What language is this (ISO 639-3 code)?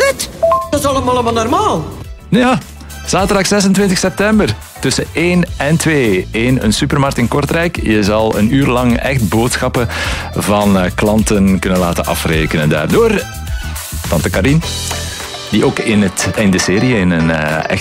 nld